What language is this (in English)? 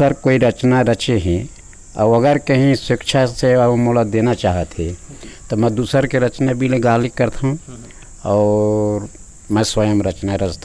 Chhattisgarhi